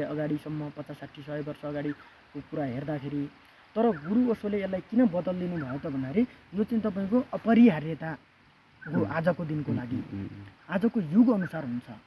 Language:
Nepali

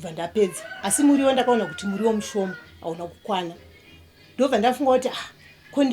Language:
Shona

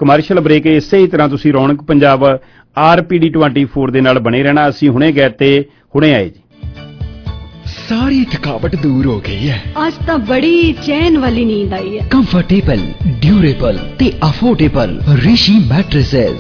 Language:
Punjabi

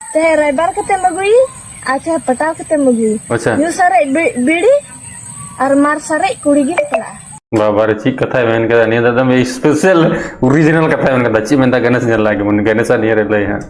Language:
Santali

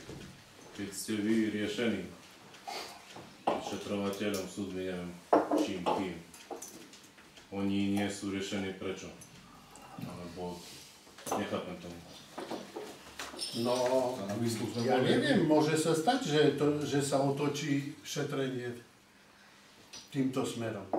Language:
Slovak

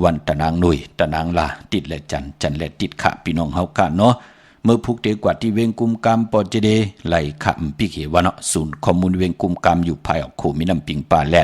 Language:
Shan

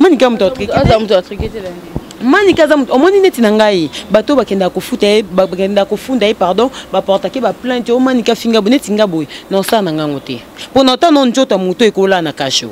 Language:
Lingala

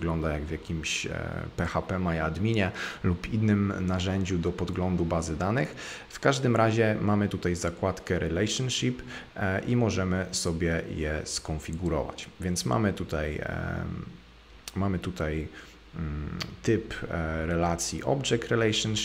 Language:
Polish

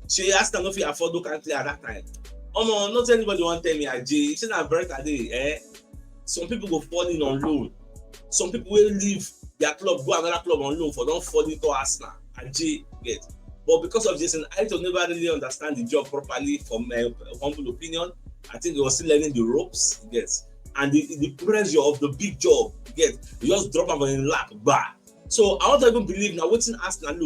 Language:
Nigerian Pidgin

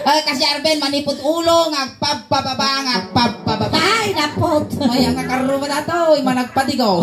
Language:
Iloko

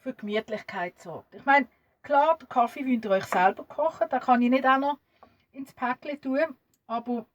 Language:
Swiss German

